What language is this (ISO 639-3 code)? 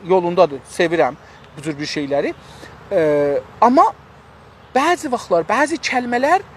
azb